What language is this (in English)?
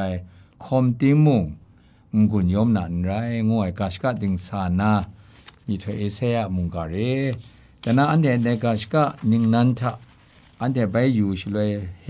Kachin